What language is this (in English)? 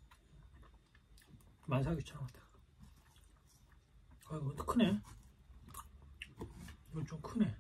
Korean